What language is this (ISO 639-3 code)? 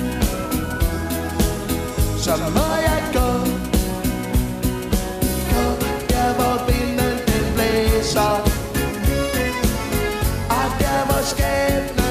dan